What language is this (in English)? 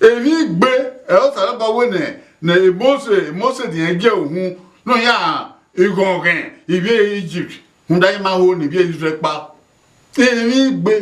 Bini